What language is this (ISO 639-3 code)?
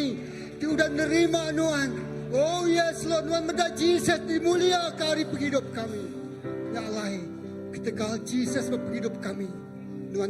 iba